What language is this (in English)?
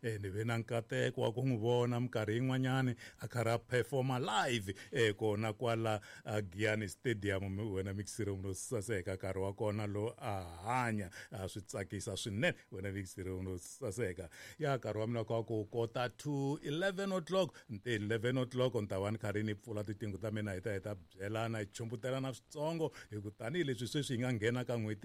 Tsonga